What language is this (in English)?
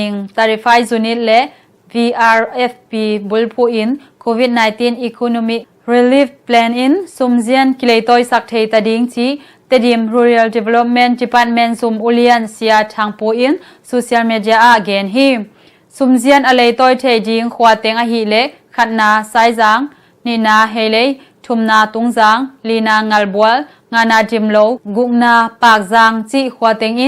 Tedim Chin